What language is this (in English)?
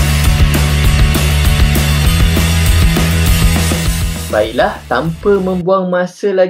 Malay